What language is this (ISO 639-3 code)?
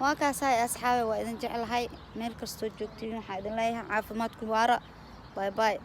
som